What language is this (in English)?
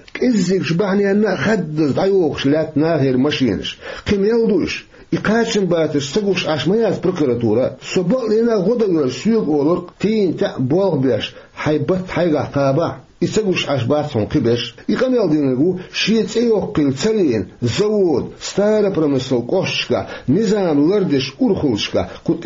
Chechen